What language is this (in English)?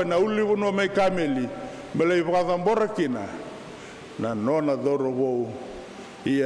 Fijian